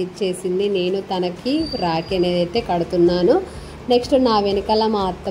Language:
Telugu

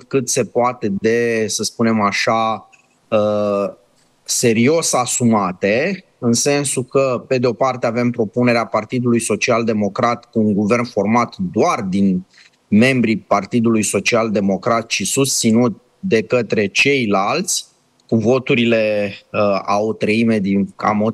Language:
Romanian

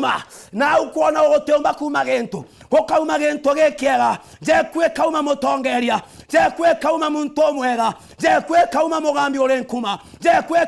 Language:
Meru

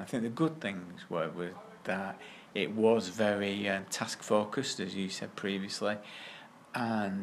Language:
English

